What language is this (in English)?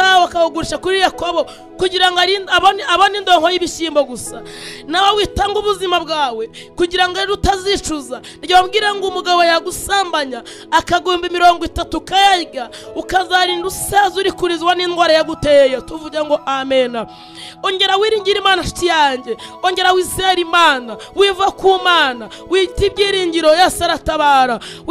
Kinyarwanda